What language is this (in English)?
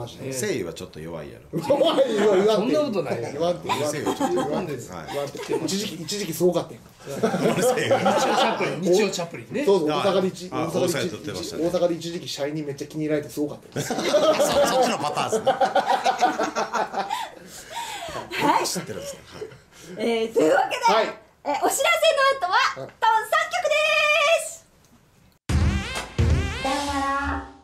Japanese